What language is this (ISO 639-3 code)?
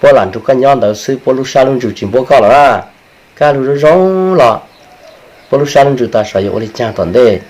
hmn